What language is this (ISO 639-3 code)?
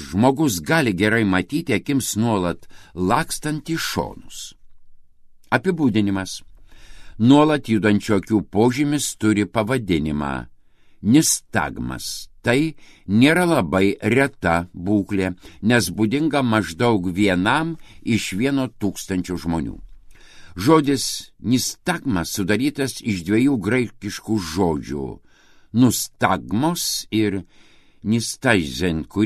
lit